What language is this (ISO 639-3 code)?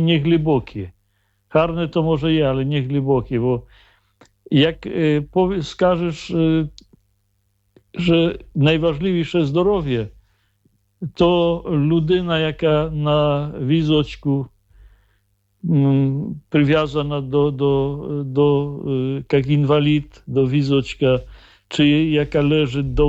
ukr